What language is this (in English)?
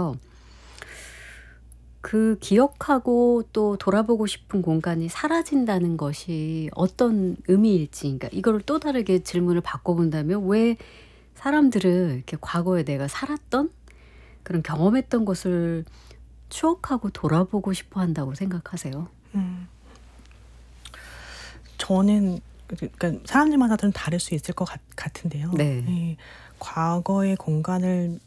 Korean